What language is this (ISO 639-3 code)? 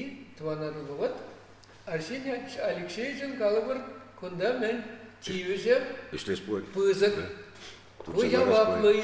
chv